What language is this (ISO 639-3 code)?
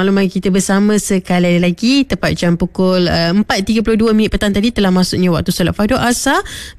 msa